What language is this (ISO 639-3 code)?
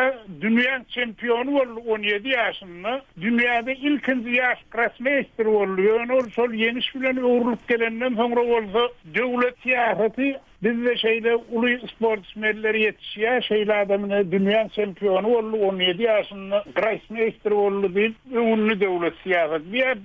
tuk